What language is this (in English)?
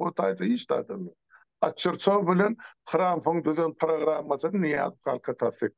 Turkmen